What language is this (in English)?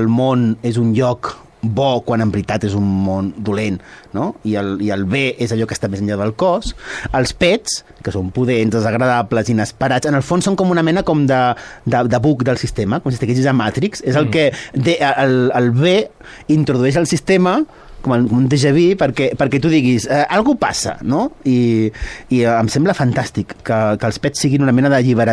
Catalan